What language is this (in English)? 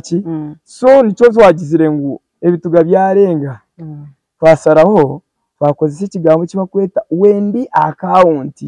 Nyankole